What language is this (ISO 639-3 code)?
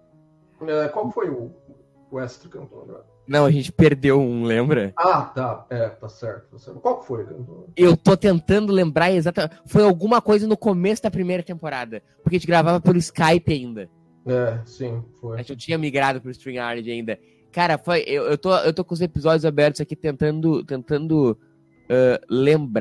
por